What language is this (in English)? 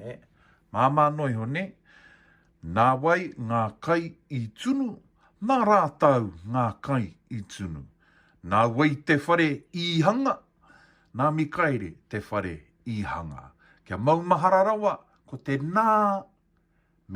Māori